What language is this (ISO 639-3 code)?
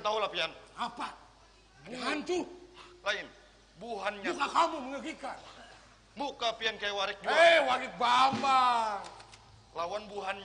bjn